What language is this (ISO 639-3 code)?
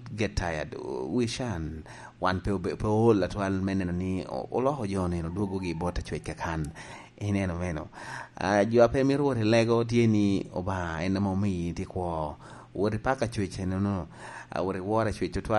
laj